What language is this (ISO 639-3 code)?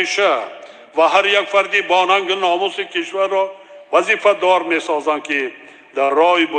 tgk